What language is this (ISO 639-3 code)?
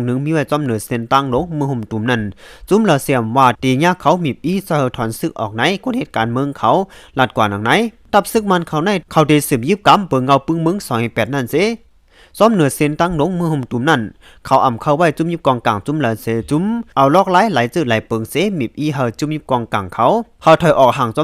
shn